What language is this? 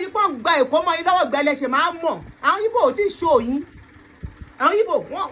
Yoruba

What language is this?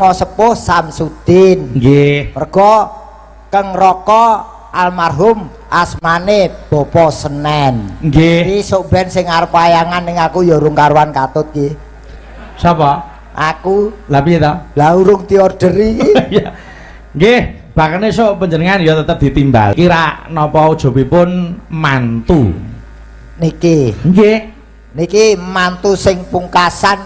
Javanese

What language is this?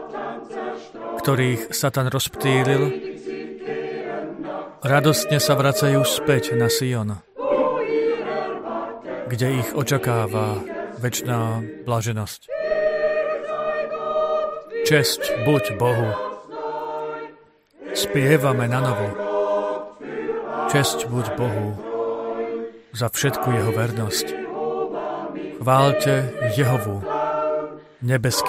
Slovak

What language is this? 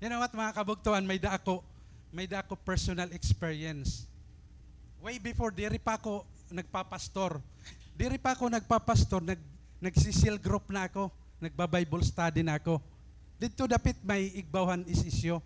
Waray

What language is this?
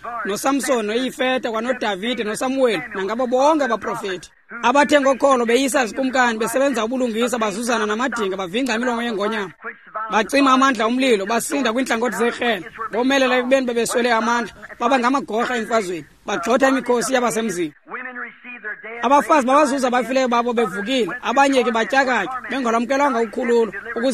Xhosa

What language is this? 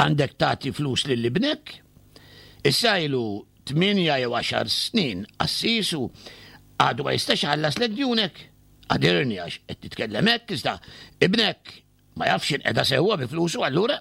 Maltese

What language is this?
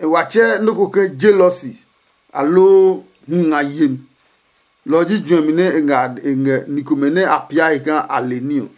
Adangme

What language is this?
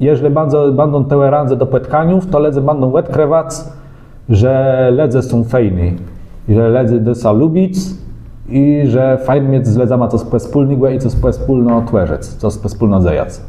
Kashubian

